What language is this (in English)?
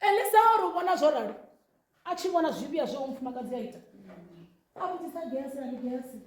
Venda